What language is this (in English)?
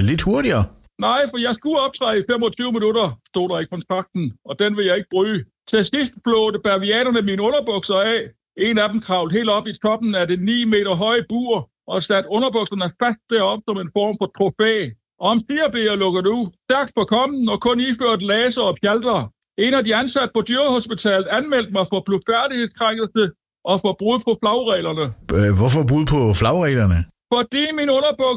Danish